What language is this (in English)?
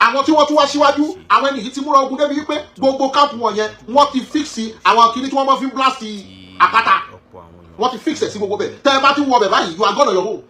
Yoruba